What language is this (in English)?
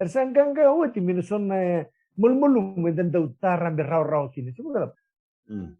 Fijian